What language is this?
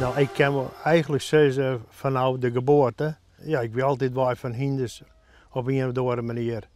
Western Frisian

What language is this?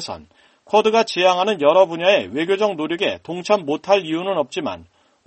Korean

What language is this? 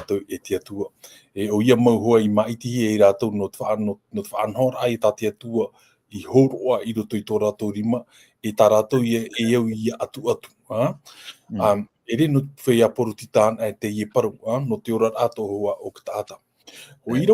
Tahitian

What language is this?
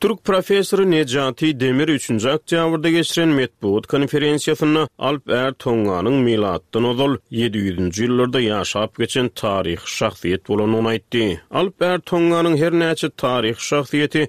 Turkmen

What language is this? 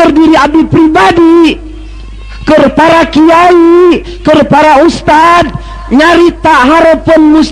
Sundanese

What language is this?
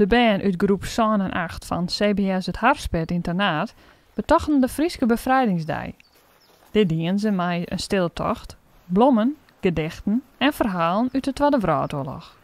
Western Frisian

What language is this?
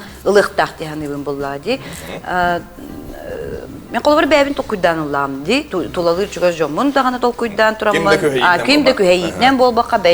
Yakut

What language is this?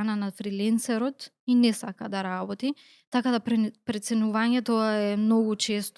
Macedonian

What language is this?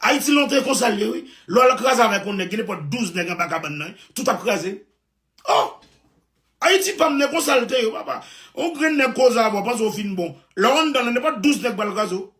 Haitian Creole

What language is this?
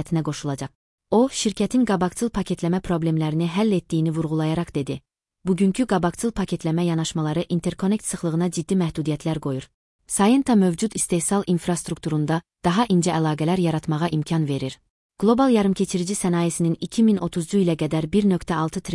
Azerbaijani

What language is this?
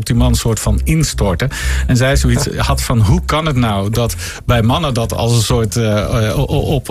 Dutch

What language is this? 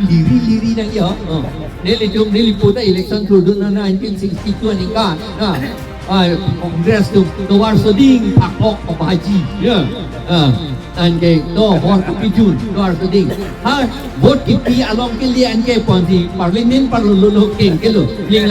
Karbi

